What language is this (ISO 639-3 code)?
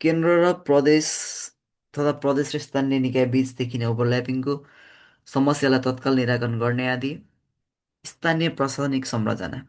nep